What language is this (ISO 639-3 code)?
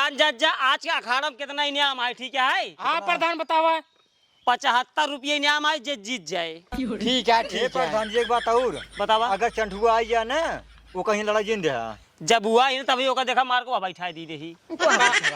awa